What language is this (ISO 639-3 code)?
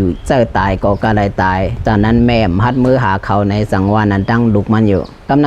shn